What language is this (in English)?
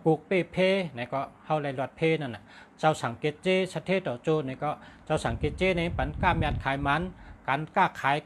Shan